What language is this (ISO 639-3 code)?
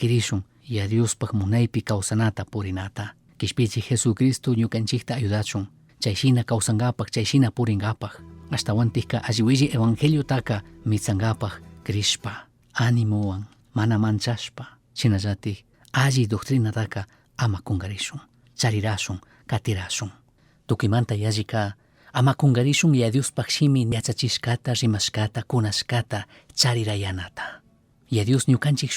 qug